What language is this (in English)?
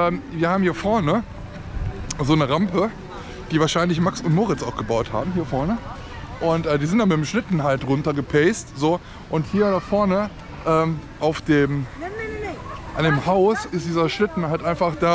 German